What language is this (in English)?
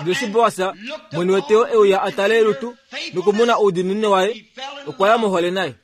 Kuanyama